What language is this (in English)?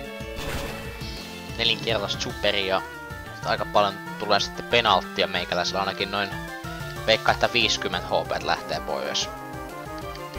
Finnish